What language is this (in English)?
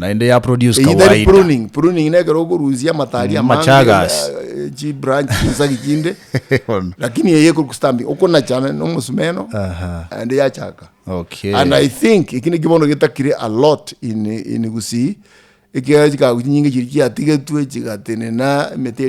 Gusii